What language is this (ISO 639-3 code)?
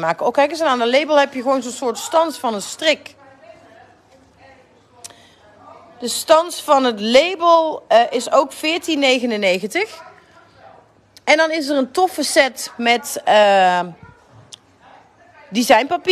nld